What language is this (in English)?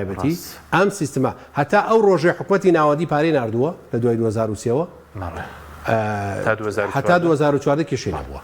Central Kurdish